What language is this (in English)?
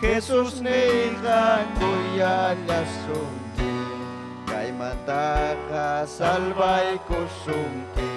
Ayacucho Quechua